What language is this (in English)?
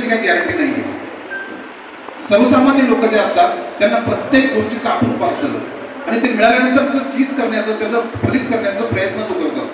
Marathi